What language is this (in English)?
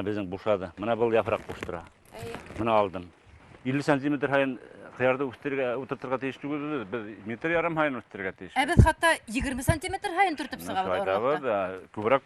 Bashkir